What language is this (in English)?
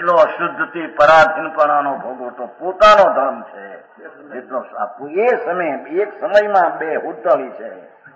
Gujarati